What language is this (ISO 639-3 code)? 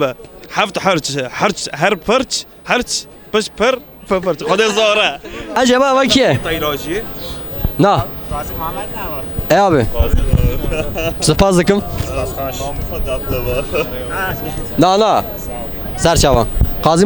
kur